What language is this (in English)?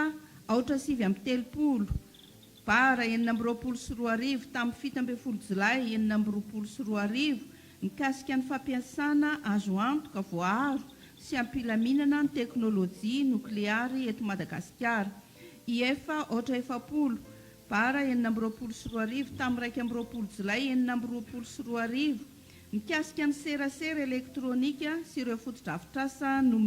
Malagasy